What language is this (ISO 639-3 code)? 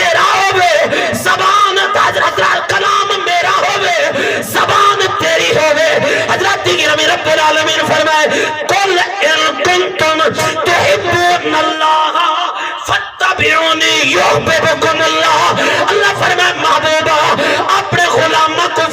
skr